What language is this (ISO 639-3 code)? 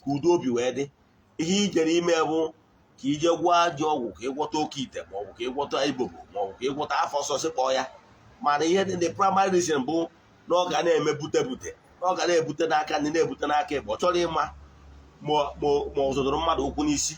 ibo